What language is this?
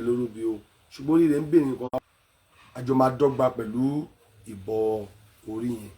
Yoruba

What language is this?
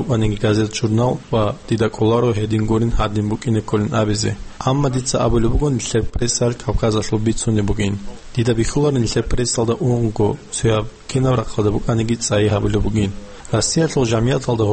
Avaric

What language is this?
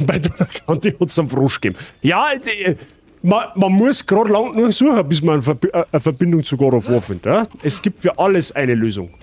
Bavarian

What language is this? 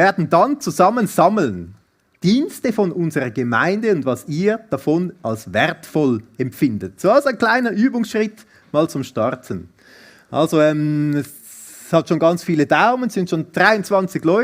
Swiss German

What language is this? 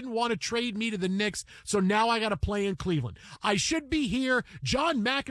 English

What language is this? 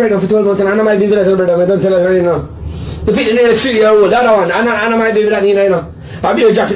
Jamaican Creole English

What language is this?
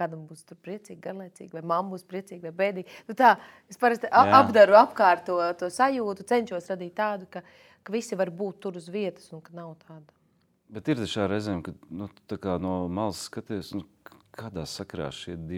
Latvian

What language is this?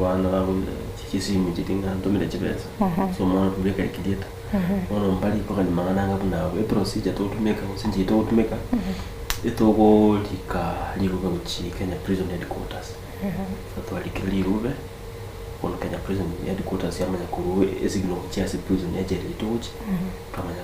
Gusii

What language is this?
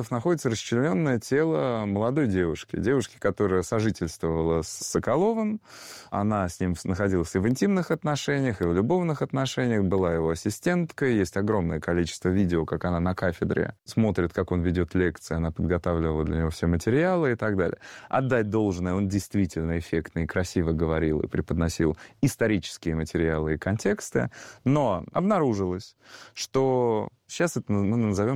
Russian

